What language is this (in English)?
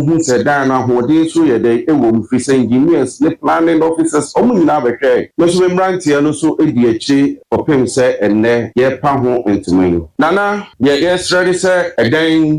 Akan